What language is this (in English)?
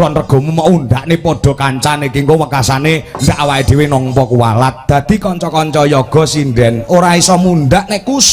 Javanese